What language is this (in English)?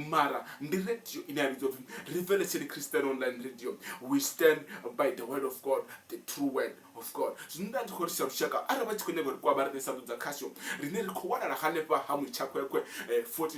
Venda